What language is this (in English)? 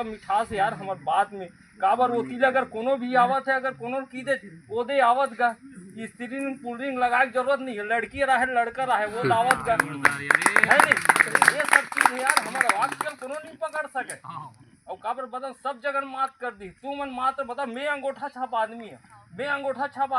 Chhattisgarhi